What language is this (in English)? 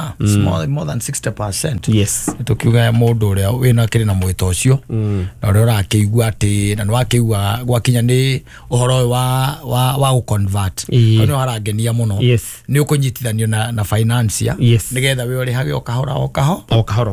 Kikuyu